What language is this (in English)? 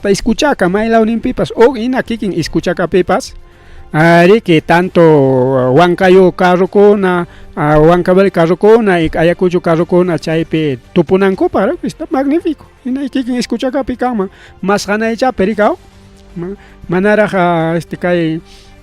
Ayacucho Quechua